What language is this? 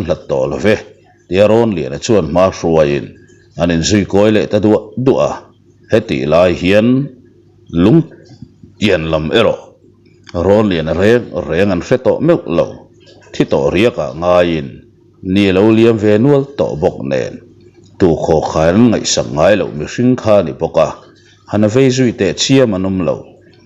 Mizo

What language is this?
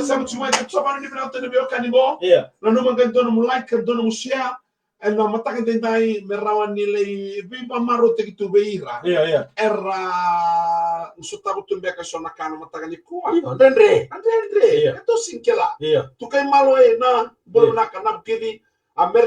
Fijian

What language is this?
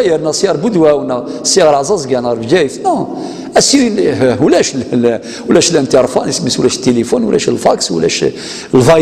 Kabyle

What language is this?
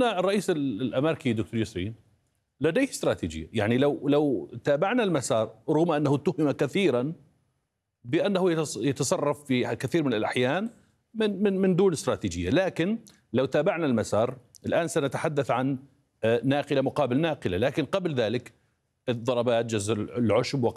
Arabic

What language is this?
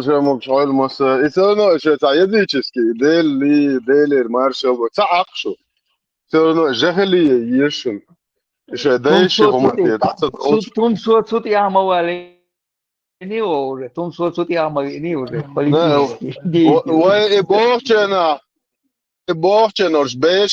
Chechen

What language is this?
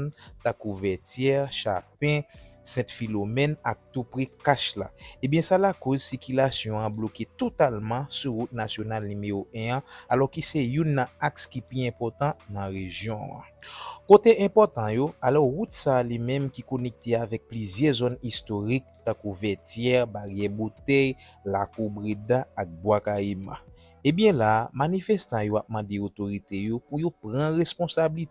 Haitian Creole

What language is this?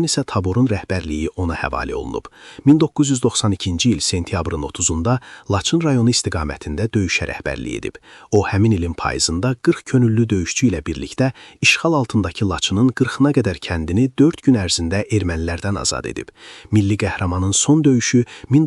Azerbaijani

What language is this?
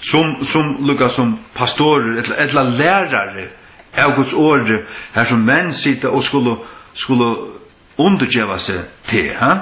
Faroese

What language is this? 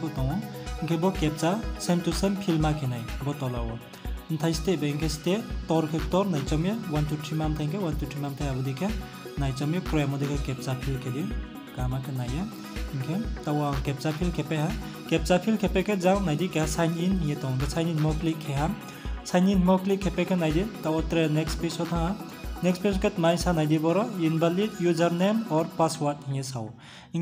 Riang (India)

